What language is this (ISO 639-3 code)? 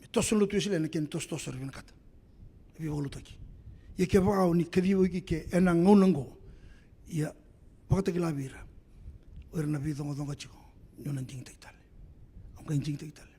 fij